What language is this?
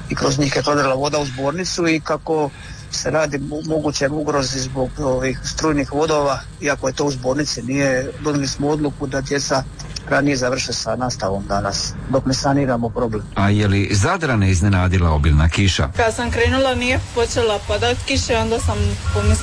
Croatian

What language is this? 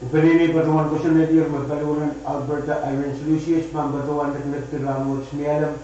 Pohnpeian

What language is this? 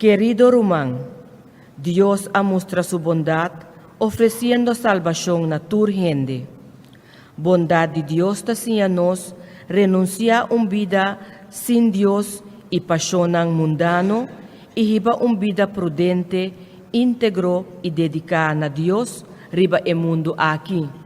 Papiamento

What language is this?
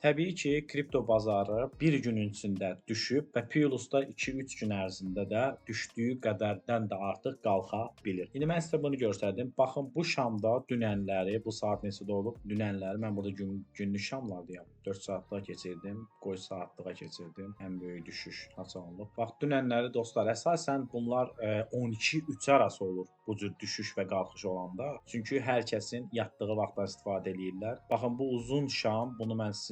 Azerbaijani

